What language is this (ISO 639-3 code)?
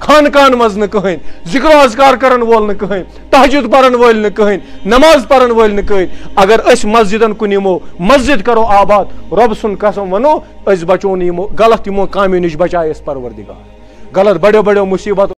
kas